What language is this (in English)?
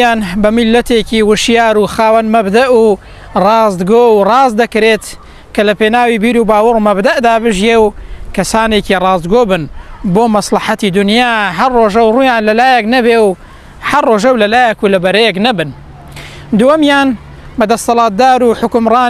Central Kurdish